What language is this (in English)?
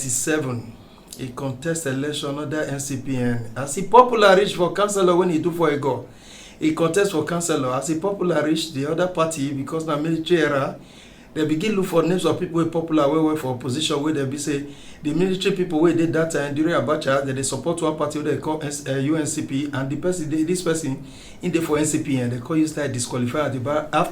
Nigerian Pidgin